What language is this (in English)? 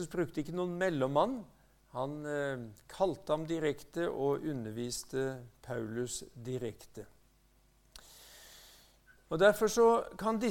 Norwegian